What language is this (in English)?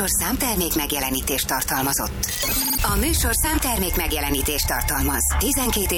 Hungarian